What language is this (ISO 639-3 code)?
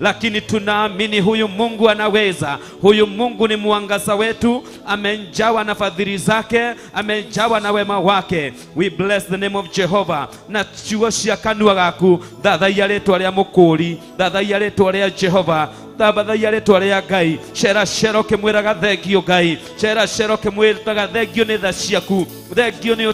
kik